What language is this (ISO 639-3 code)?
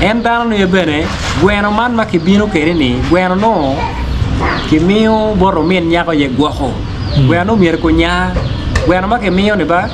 ach